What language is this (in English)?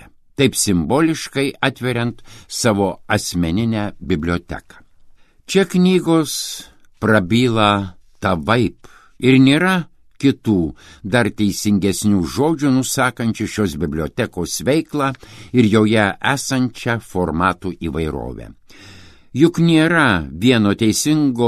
Lithuanian